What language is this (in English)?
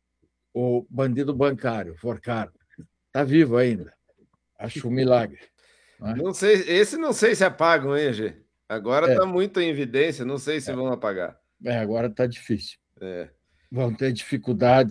Portuguese